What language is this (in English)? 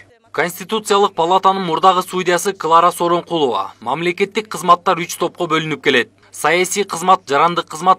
Kyrgyz